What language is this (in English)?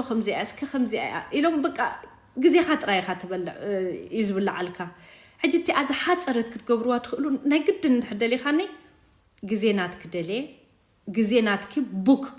Tigrinya